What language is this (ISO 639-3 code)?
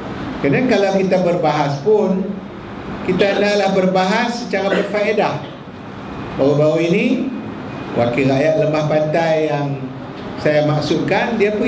msa